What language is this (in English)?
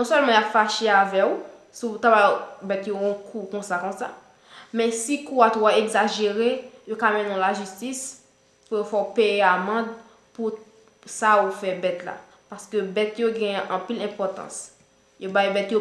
Haitian Creole